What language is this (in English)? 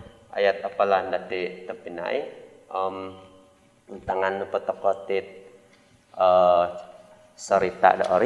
Central Dusun